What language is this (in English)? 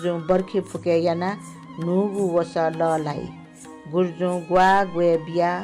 Newari